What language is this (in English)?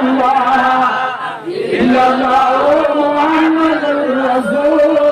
Rohingya